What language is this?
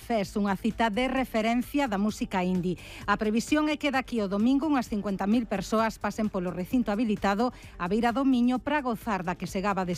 Galician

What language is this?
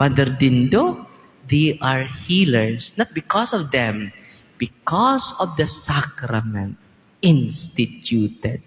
Cebuano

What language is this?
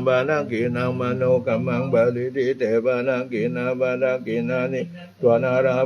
Pali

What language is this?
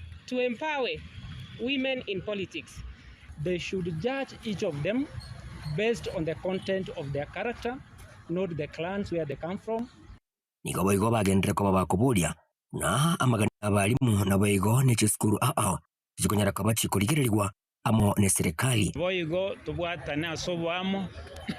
Gusii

